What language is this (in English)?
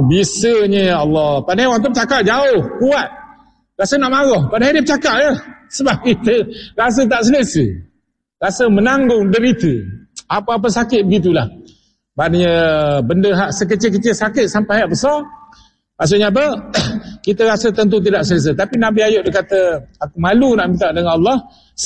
Malay